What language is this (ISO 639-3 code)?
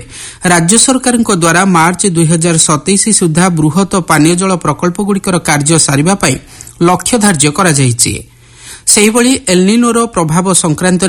ori